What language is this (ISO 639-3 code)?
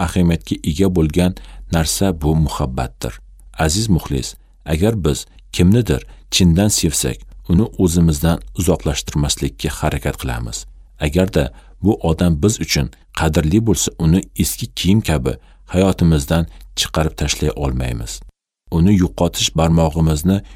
uzb